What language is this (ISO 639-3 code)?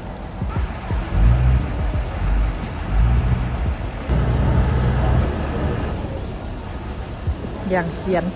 lao